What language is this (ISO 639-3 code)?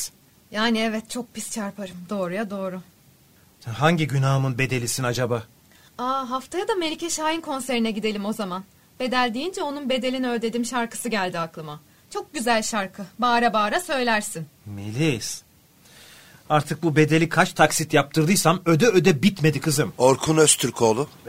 tur